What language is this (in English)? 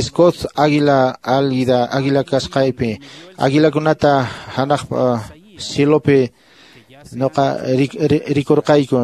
Quechua